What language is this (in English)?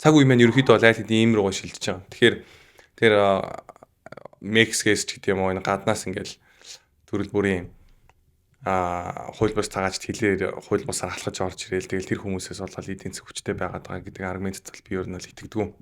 Mongolian